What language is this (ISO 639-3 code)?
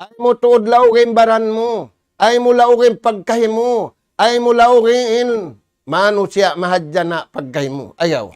tsg